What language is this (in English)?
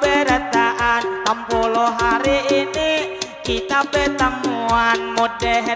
Banjar